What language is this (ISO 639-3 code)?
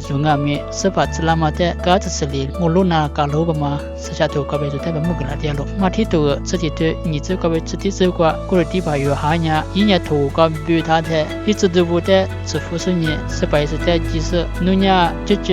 lis